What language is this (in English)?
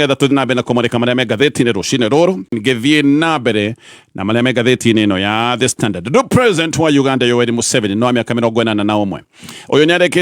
Kikuyu